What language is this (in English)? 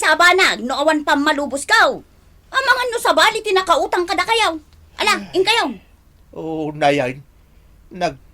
Iloko